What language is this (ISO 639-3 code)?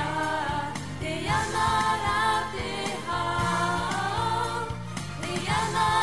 tah